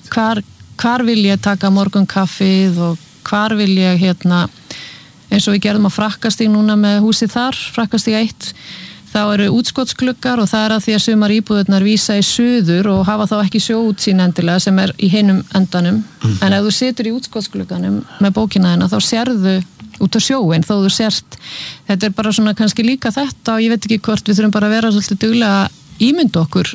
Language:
Icelandic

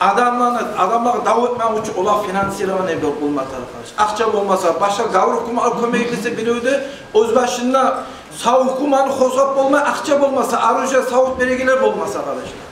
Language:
Kumyk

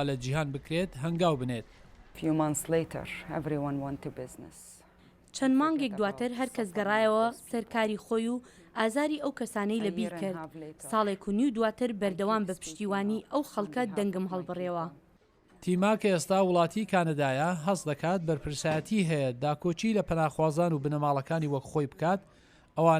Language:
Central Kurdish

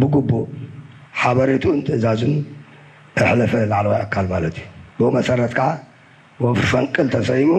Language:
Tigrinya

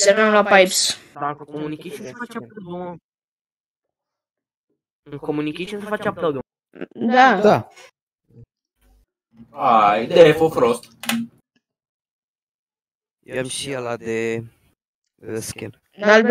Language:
Romanian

